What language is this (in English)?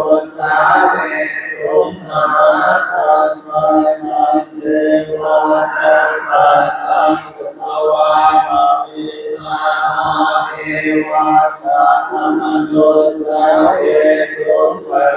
Pali